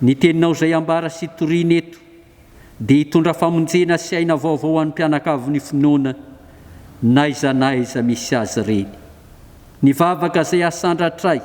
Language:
Malagasy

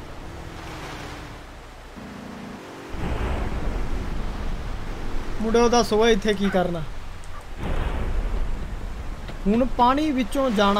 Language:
Punjabi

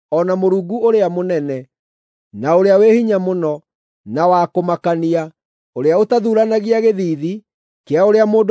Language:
Kikuyu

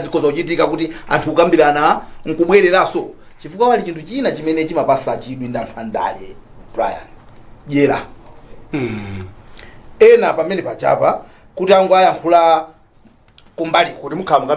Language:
Nyanja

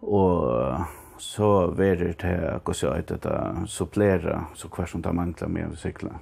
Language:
Faroese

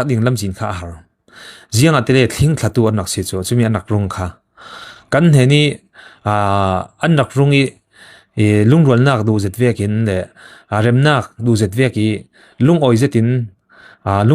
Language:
Falam Chin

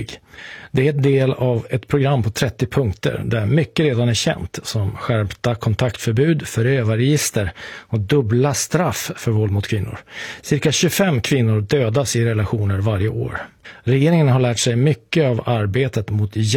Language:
Swedish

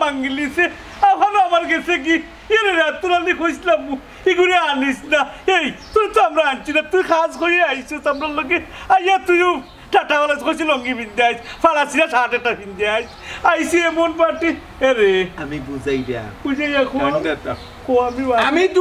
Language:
Sylheti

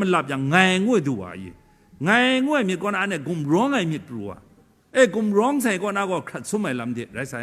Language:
Kachin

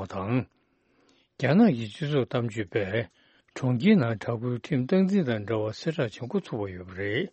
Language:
Tibetan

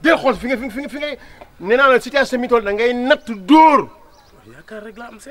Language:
Wolof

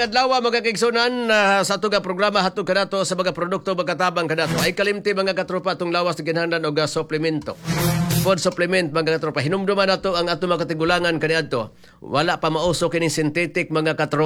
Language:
Cebuano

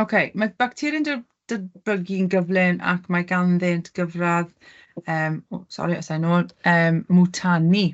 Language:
Welsh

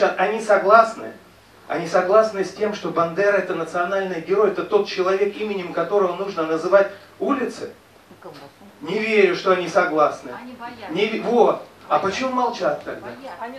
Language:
Russian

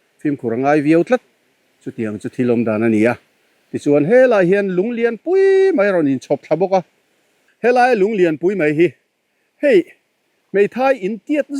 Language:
Mizo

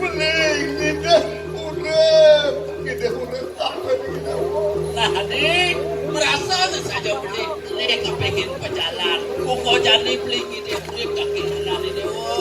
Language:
Balinese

